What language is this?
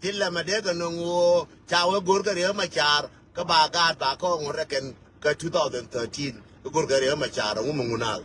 Nuer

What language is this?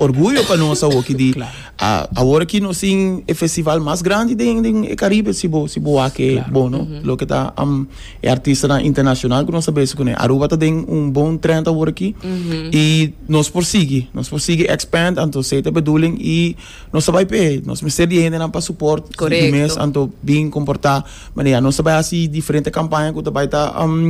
Papiamento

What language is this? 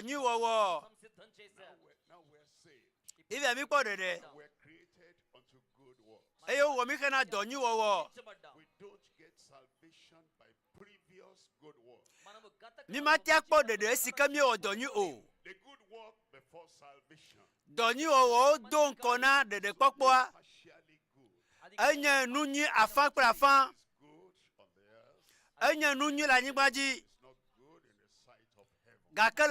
Ewe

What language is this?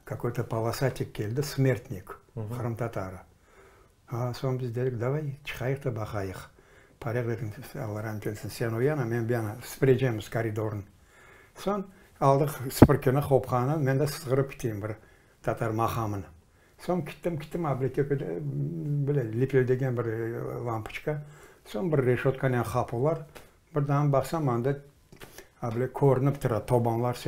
Crimean Tatar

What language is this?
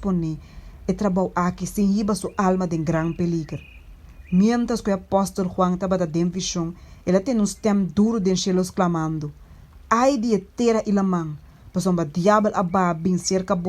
Papiamento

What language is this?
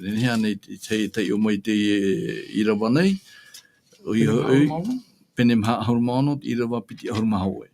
Tahitian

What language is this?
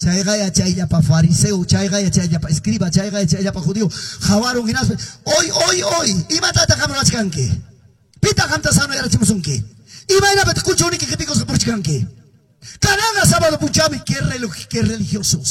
Quechua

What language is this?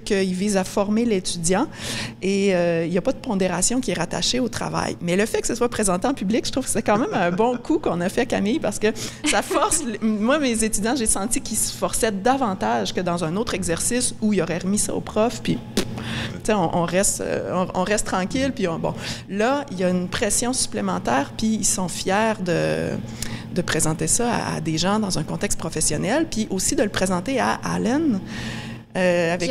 French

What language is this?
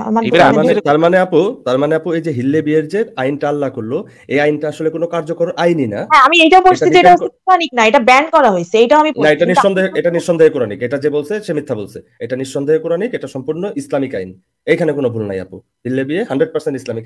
Bangla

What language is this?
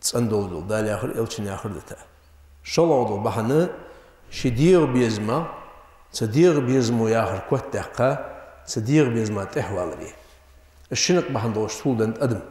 Ingush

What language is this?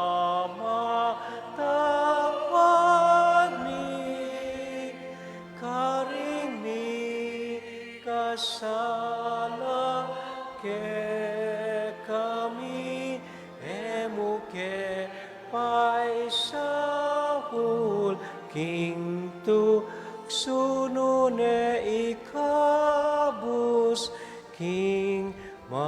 Pampanga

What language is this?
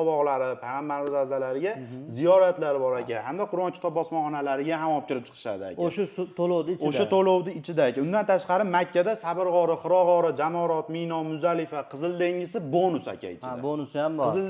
Uzbek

